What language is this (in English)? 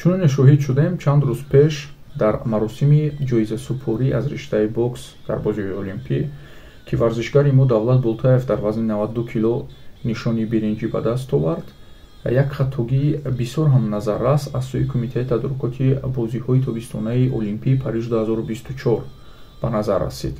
Tajik